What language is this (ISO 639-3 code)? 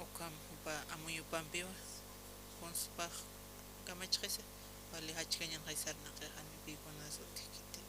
aym